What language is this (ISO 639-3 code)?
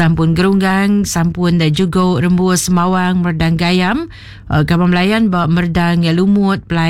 iba